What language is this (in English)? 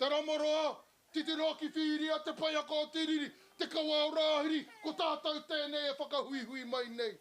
Māori